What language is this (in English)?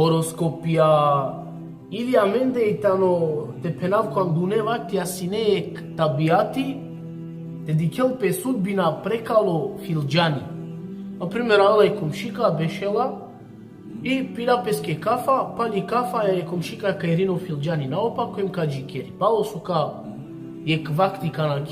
Balkan Romani